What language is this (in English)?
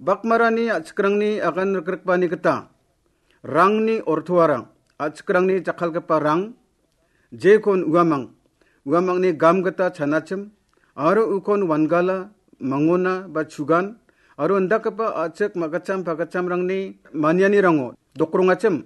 Garo